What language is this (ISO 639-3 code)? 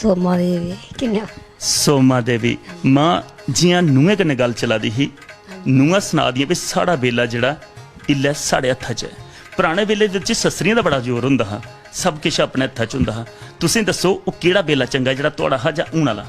doi